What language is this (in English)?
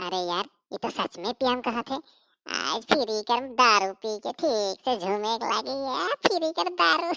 Sadri